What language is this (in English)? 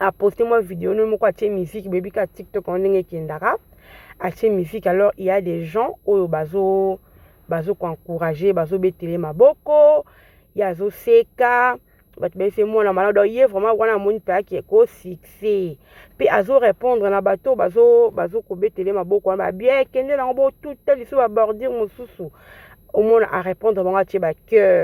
Lingala